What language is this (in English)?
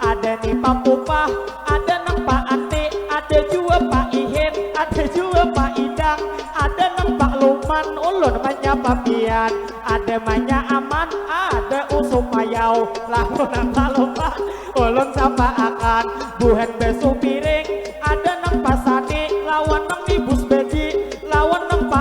Banjar